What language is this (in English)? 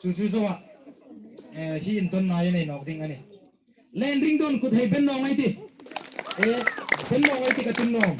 Hmar